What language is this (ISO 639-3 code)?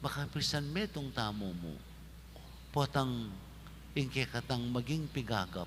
pam